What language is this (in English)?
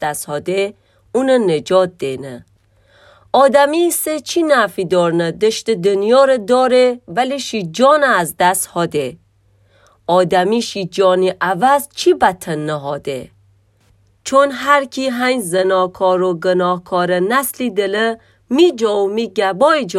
Gilaki